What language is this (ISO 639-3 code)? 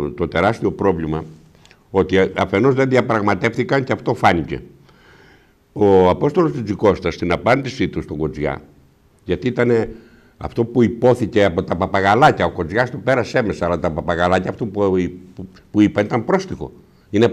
ell